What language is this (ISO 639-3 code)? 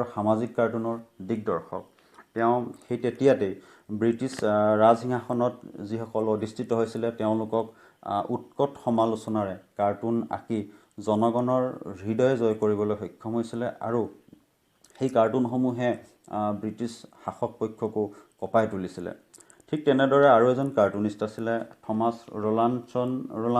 asm